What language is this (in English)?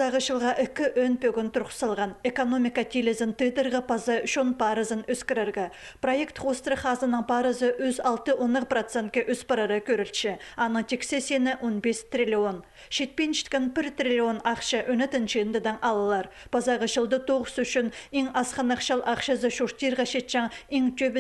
Khakas